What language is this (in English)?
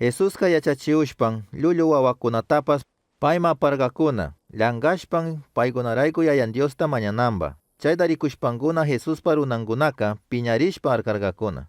Chimborazo Highland Quichua